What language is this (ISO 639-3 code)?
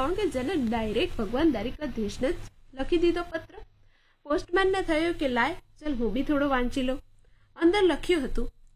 guj